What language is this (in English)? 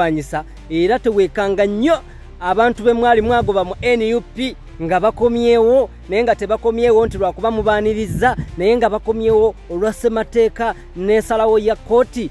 Ganda